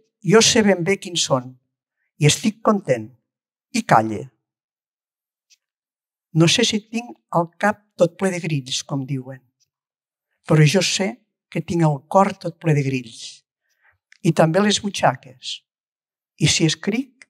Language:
Catalan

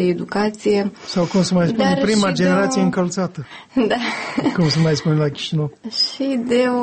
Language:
Romanian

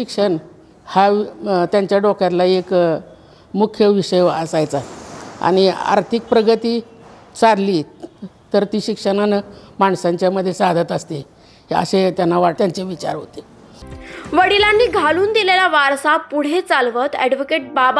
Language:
Marathi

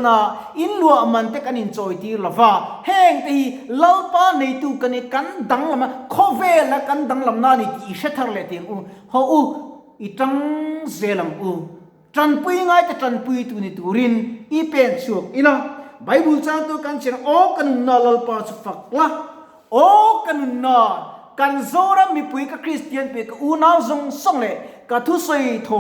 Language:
Mizo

